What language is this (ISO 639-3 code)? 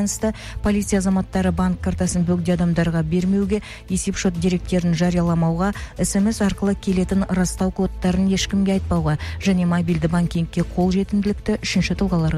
kaz